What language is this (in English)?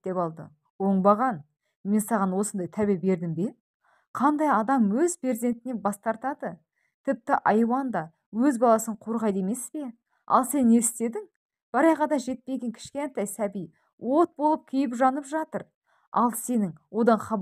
Kazakh